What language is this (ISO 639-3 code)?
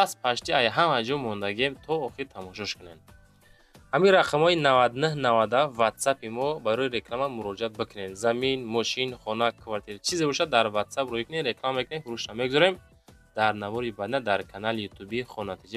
tgk